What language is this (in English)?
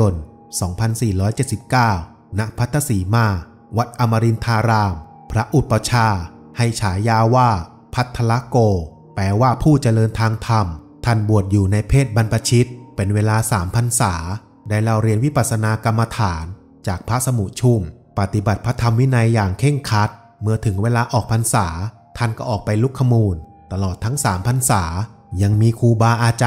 Thai